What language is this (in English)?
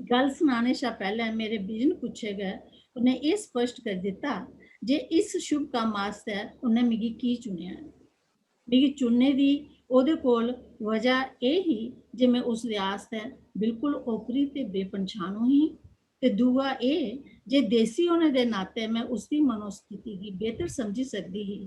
Dogri